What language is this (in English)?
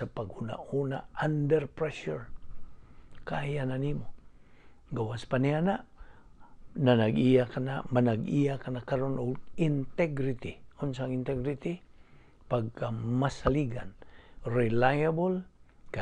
Cebuano